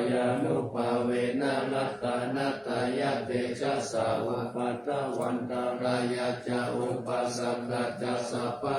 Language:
Pali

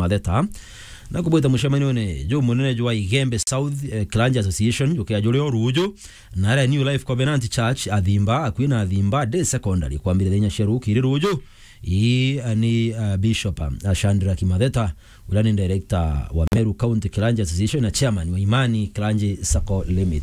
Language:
Meru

